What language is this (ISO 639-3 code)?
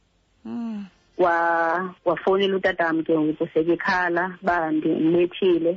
xho